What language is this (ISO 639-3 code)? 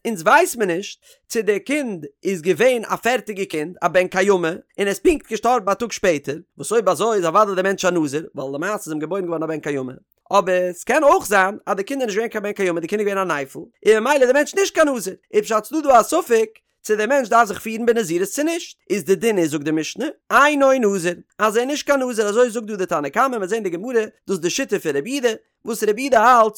yid